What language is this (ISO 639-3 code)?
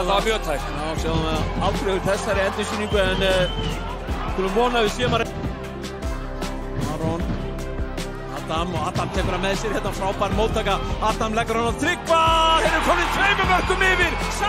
isl